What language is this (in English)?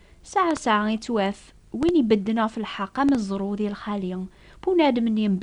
Kabyle